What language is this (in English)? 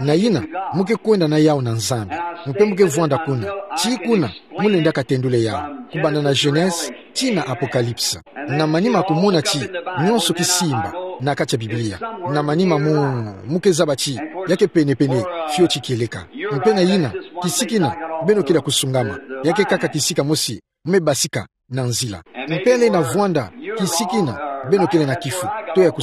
Kituba (Democratic Republic of Congo)